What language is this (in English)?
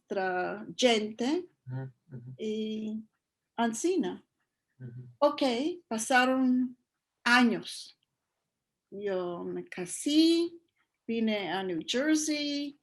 Ladino